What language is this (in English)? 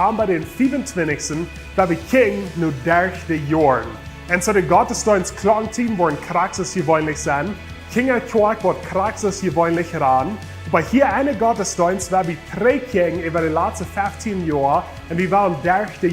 Plautdietsch